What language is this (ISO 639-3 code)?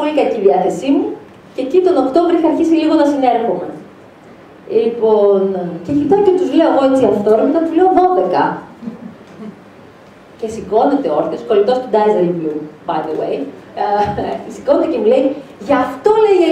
ell